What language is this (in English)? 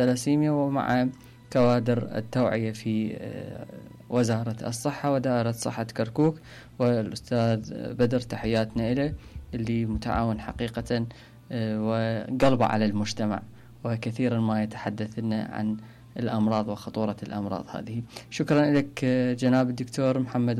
Mesopotamian Arabic